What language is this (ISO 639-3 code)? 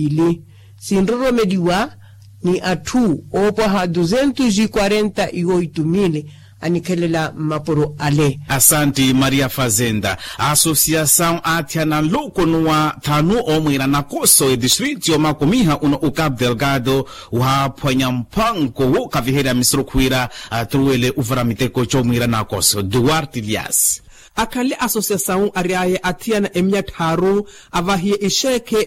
vmw